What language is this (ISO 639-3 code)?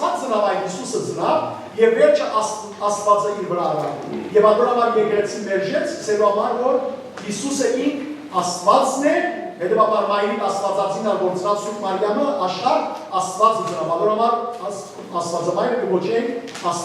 hyw